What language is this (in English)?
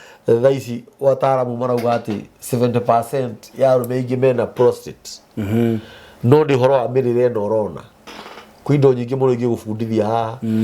Kikuyu